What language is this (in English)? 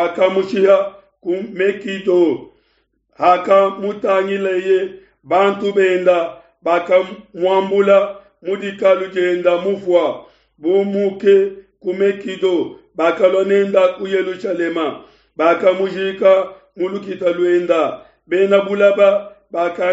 Luba-Lulua